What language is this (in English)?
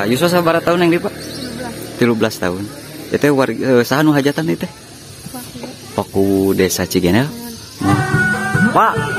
Sundanese